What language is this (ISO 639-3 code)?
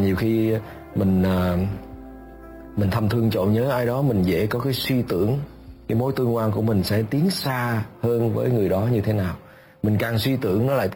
vie